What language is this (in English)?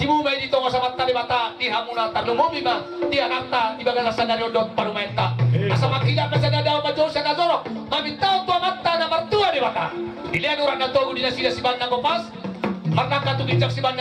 Batak Toba